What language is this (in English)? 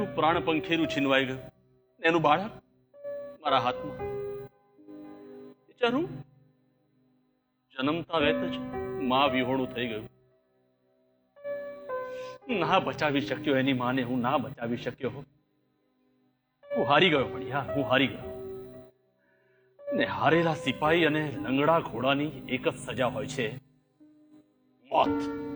Gujarati